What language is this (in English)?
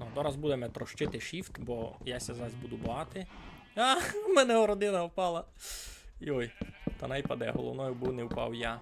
Rusyn